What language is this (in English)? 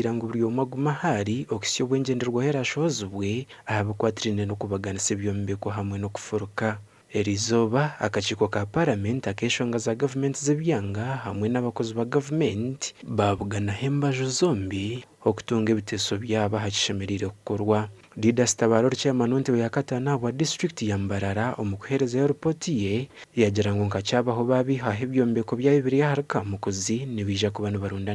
Nyankole